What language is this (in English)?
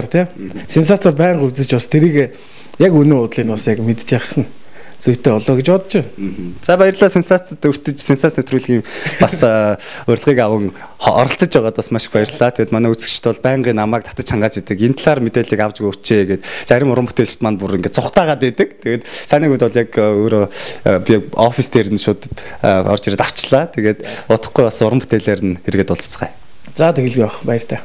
Mongolian